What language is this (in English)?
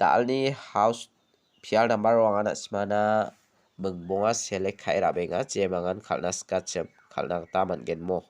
Garo